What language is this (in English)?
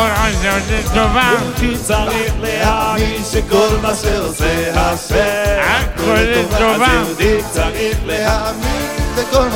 Hebrew